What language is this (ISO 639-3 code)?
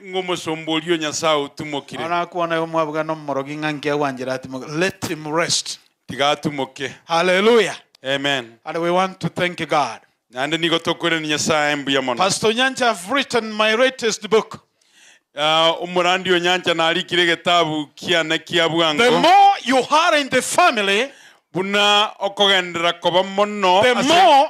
guz